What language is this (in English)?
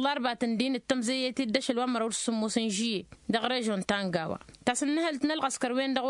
Tamasheq